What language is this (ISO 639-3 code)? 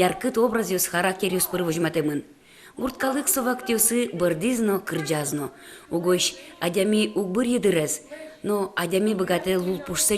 udm